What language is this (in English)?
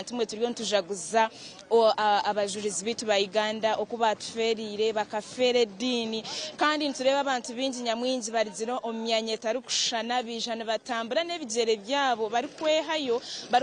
Nyankole